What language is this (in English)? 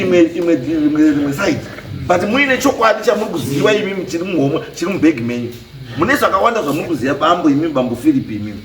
Shona